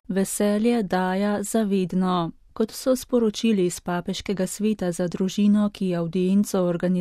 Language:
Slovenian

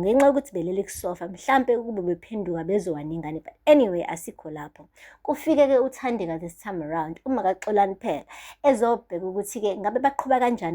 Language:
Zulu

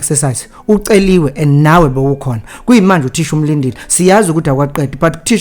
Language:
Zulu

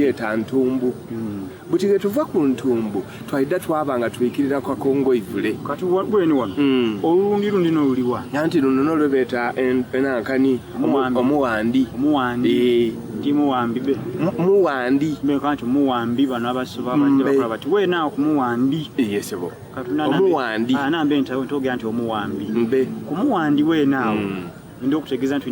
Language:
Soga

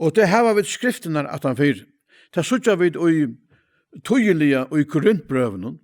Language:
Faroese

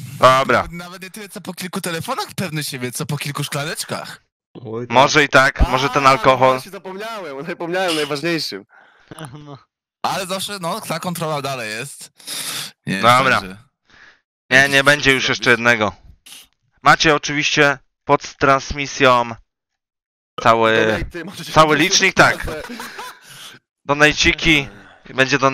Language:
Polish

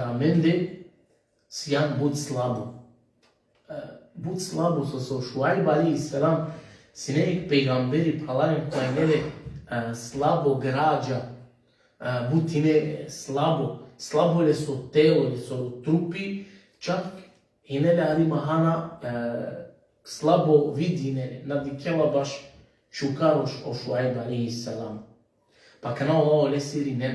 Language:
Balkan Romani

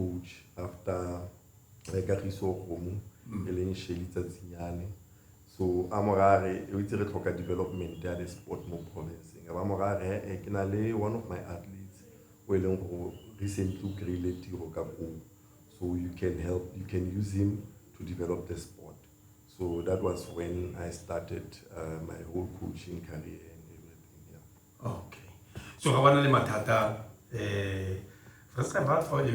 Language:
Tswana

